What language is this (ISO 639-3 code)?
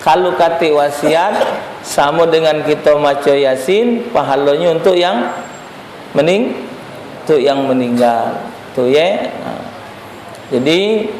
mui